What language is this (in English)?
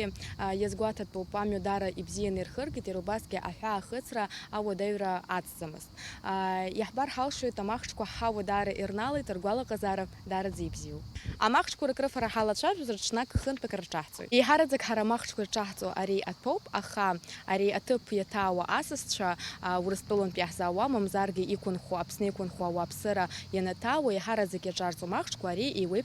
Abkhazian